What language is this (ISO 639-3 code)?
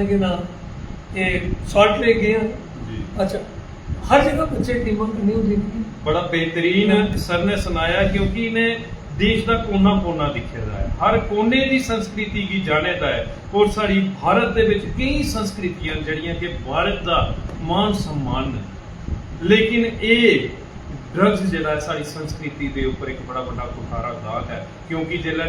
doi